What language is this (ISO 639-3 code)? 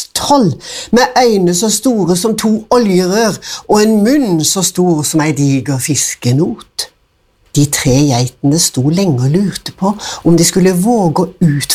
nor